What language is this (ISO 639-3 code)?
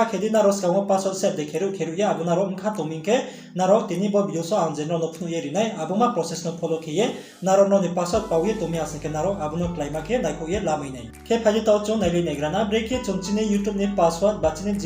ria